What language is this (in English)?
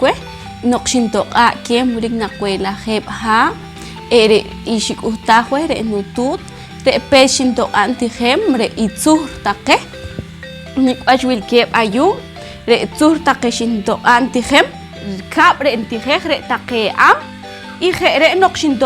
Poqomchi'